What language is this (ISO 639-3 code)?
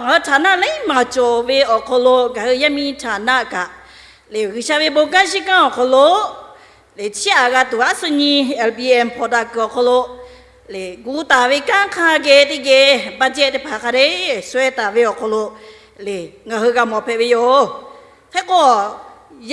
lhu